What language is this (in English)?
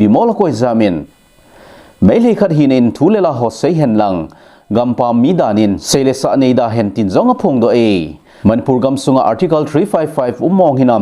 Thado Chin